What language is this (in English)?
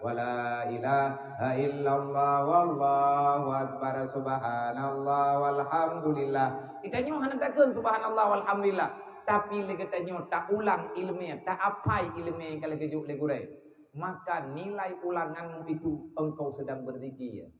Achinese